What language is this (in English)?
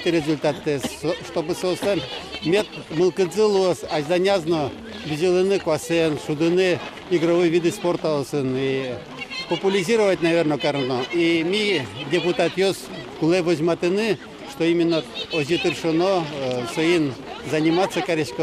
Udmurt